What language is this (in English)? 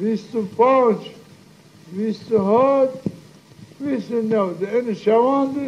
Zaza